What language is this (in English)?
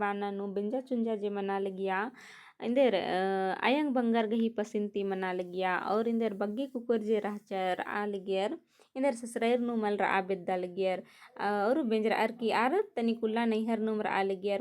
Kurukh